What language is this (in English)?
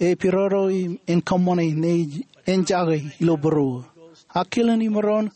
Marshallese